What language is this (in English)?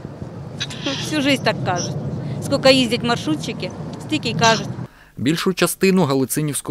Ukrainian